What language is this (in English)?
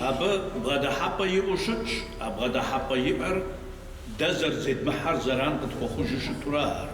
Kabardian